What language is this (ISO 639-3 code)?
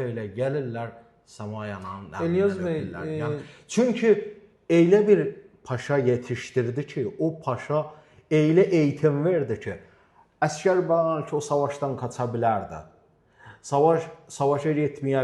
aze